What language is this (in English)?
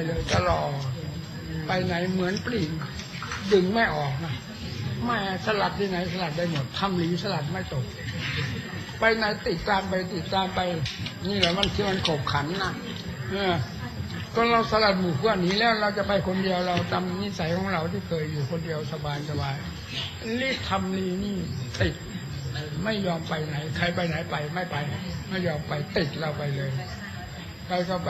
Thai